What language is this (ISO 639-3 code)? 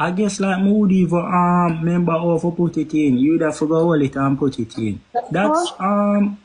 jam